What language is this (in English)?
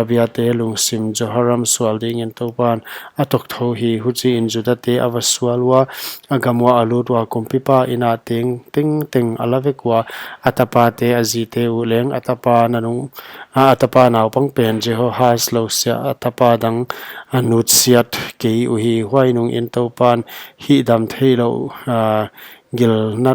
Paite Chin